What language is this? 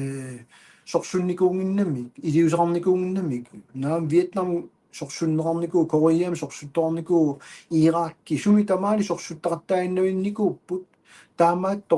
Kalaallisut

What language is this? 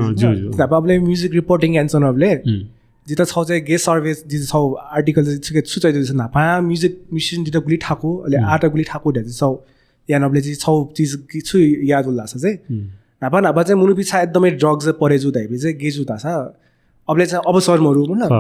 Newari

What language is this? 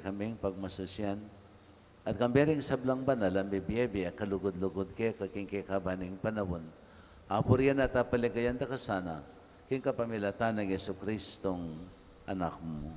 Pampanga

